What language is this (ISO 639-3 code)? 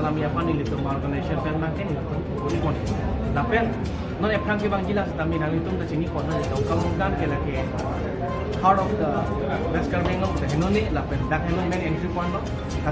mjw